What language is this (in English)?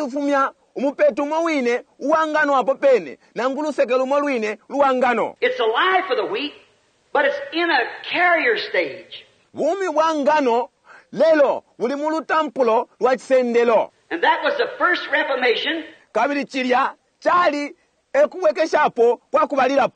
Bemba